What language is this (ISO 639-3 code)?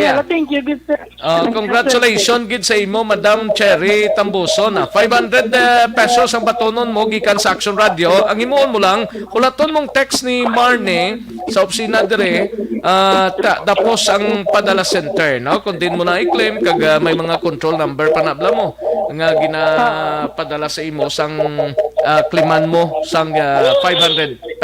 hil